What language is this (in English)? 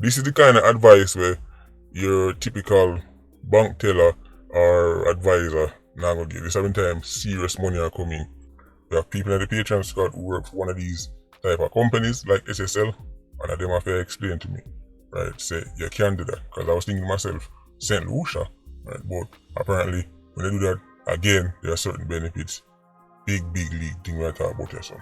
Jamaican Creole English